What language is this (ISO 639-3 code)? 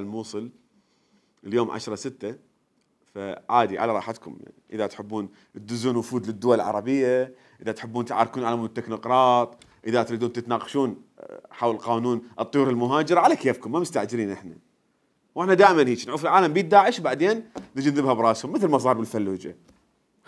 acm